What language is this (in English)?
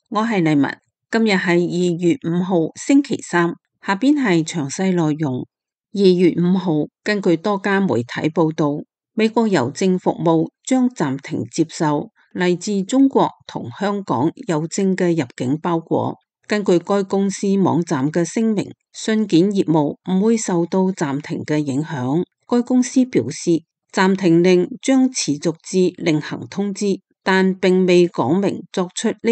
Cantonese